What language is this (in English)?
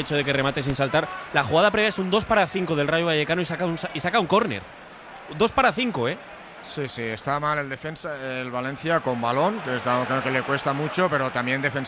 Spanish